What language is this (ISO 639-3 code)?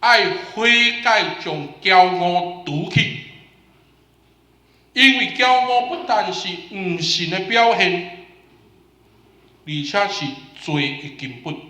nan